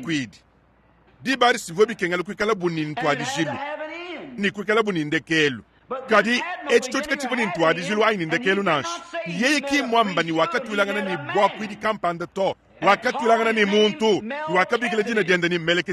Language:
Luba-Lulua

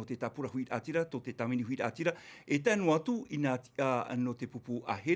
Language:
Tahitian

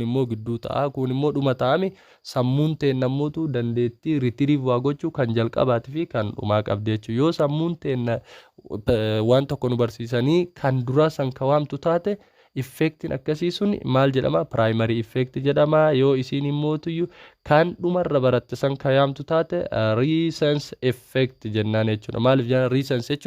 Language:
Oromo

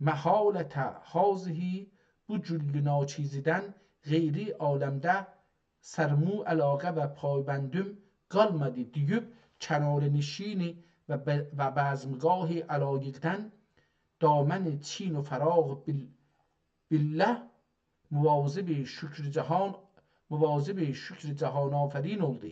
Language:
South Azerbaijani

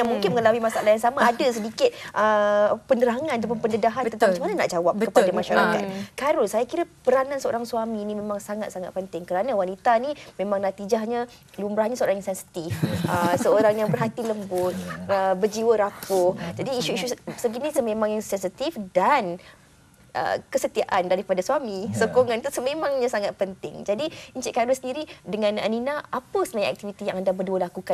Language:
Malay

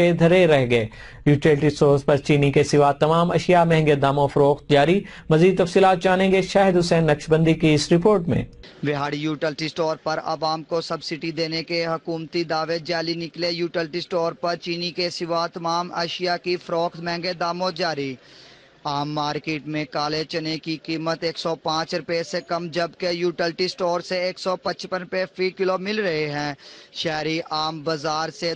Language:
Urdu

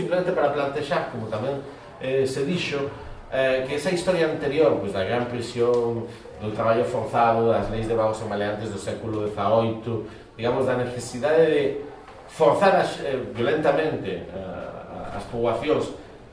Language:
Galician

